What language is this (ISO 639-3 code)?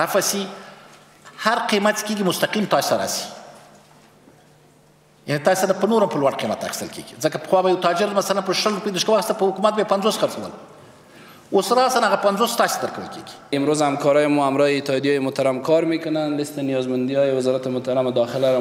fas